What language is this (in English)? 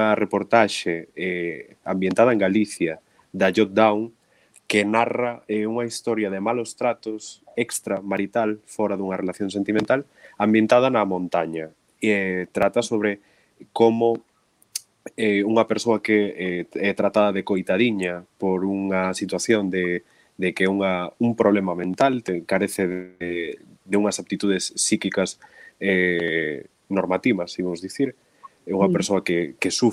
Galician